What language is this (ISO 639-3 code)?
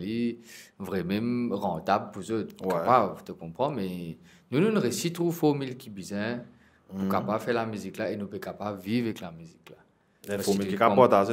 mfe